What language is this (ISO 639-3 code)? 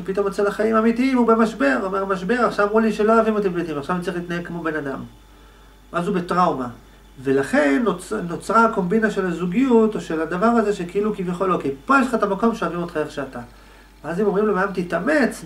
heb